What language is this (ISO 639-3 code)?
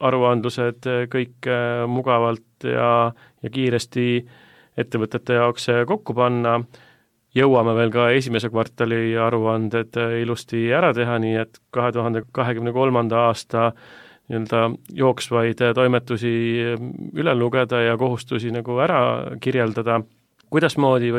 est